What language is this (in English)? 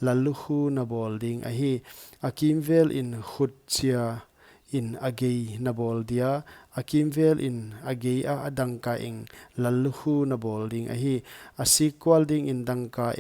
Paite Chin